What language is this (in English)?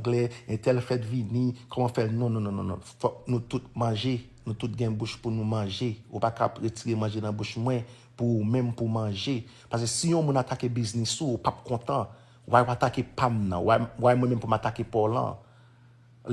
Haitian Creole